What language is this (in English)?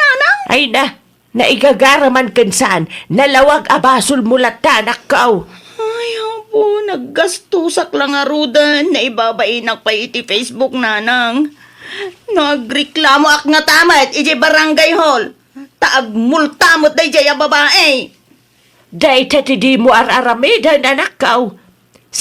Iloko